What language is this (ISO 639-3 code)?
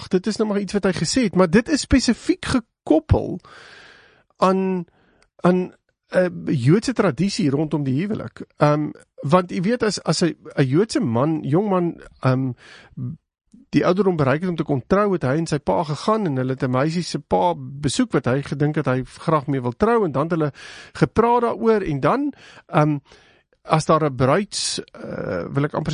afr